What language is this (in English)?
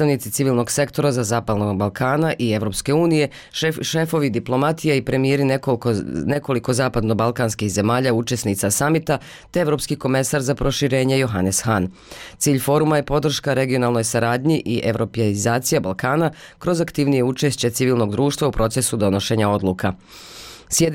Bosnian